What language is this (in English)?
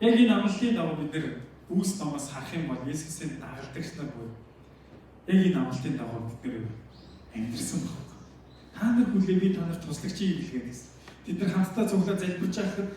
Mongolian